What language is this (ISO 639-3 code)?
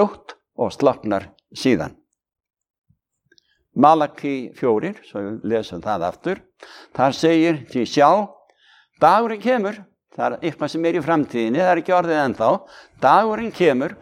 isl